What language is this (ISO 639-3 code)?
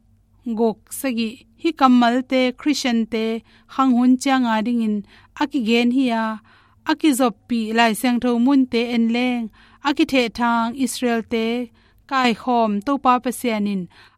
ctd